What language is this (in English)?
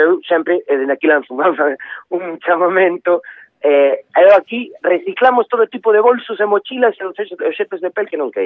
Galician